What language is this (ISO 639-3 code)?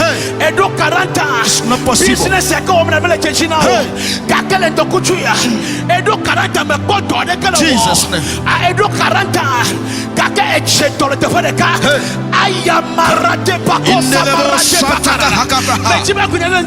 ewe